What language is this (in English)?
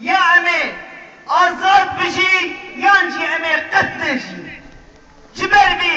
Kurdish